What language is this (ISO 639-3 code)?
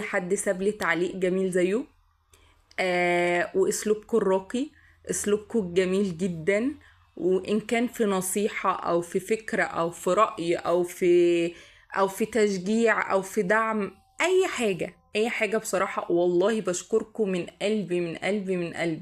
arz